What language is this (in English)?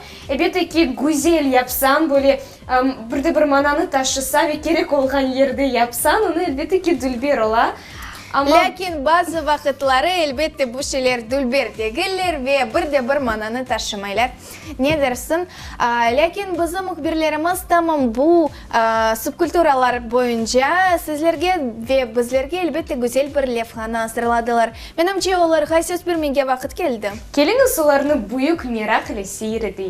Crimean Tatar